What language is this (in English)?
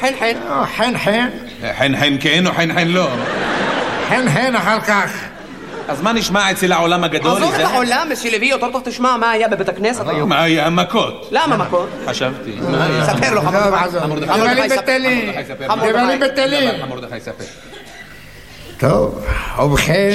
Hebrew